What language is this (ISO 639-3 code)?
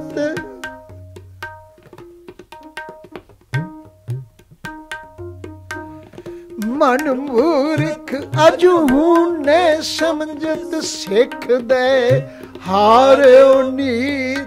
pan